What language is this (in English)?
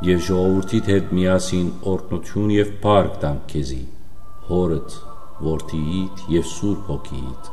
Western Armenian